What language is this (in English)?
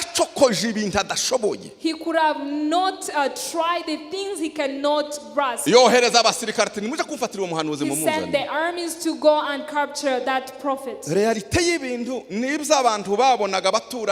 Kinyarwanda